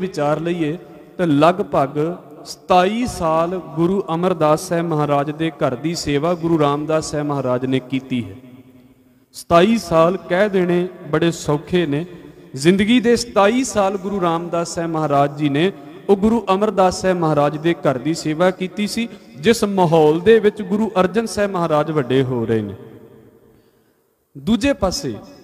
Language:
Punjabi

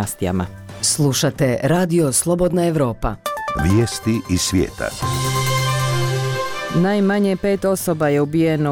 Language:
Bosnian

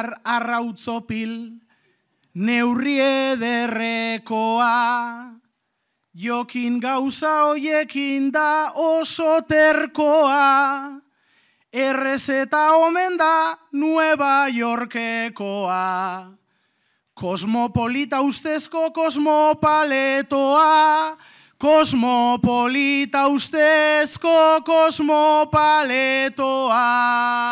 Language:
Basque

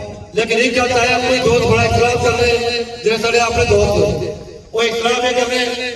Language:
Pahari-Potwari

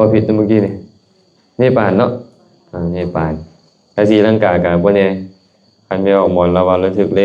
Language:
Lao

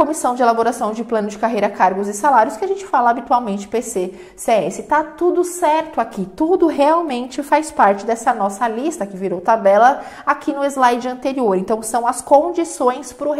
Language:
Portuguese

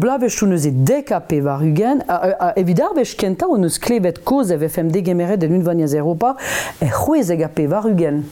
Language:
Breton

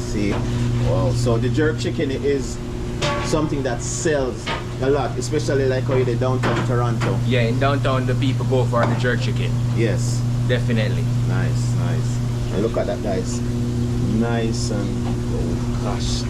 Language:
Jamaican Creole English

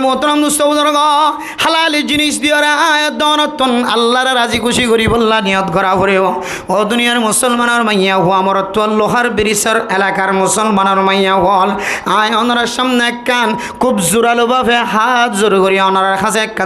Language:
Rohingya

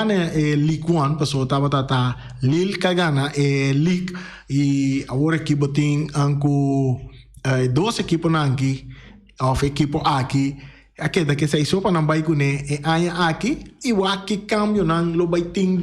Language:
Papiamento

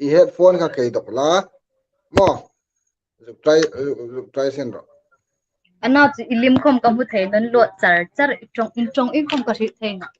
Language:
Hmar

